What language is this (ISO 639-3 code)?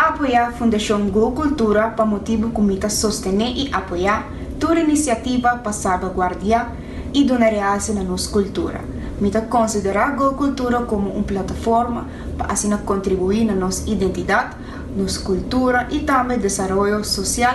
pap